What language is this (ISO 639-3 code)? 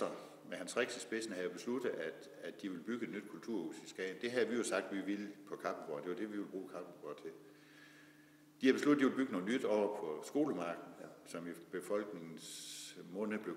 dan